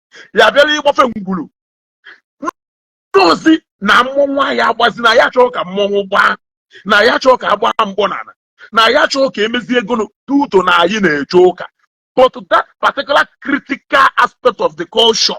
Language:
Igbo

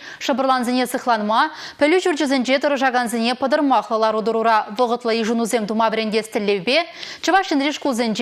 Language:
Chuvash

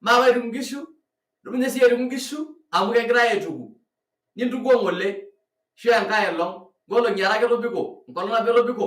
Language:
Masai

